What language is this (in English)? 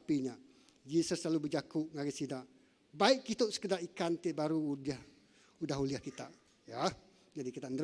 Iban